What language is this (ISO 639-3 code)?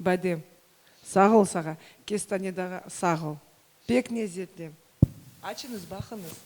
crh